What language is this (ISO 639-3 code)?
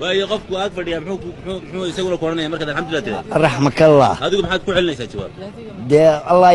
som